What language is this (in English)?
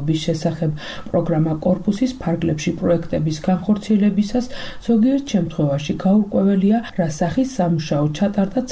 Georgian